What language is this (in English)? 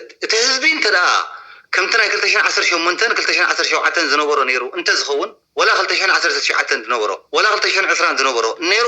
Tigrinya